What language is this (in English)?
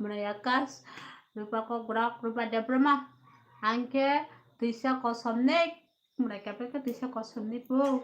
Kok Borok